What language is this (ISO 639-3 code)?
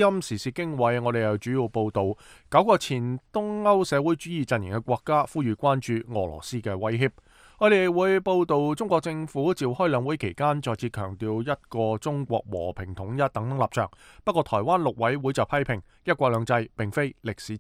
yue